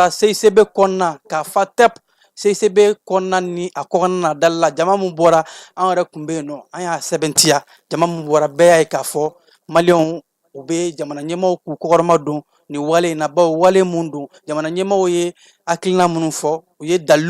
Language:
Bambara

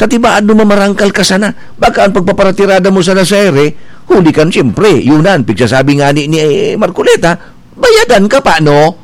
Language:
Bikol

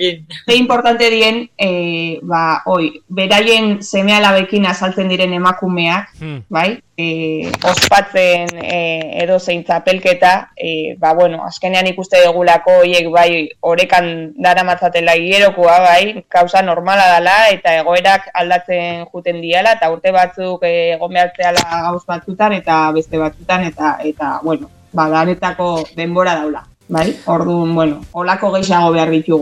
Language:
Basque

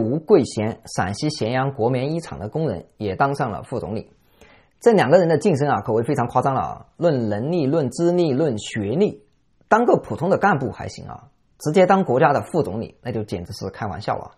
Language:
Chinese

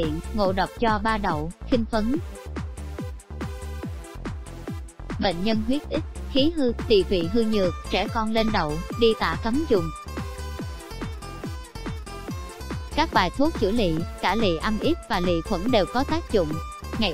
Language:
Vietnamese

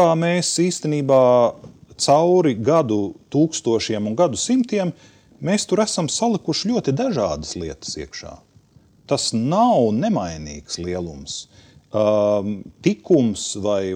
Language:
Latvian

